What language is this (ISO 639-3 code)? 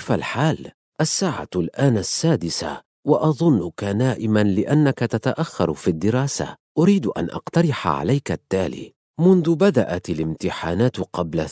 ara